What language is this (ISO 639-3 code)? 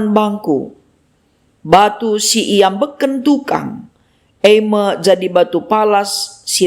btx